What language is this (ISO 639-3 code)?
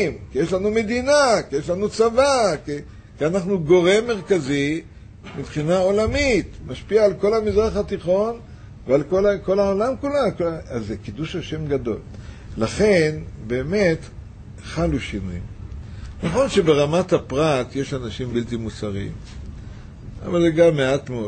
heb